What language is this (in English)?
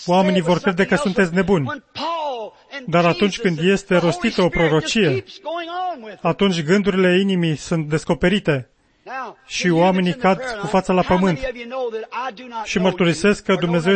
Romanian